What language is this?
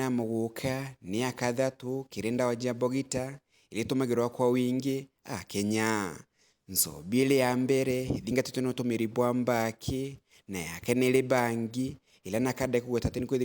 Meru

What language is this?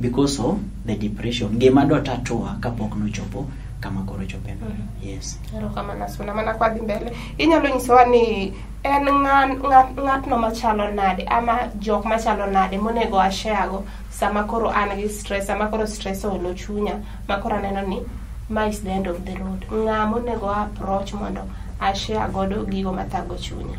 Luo (Kenya and Tanzania)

